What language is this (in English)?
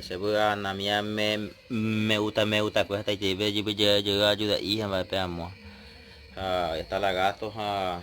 Guarani